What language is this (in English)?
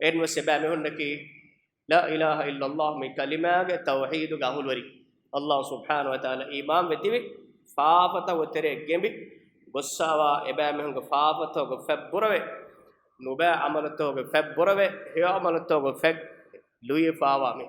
Divehi